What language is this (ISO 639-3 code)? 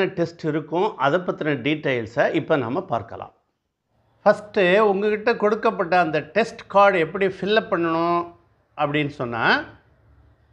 tam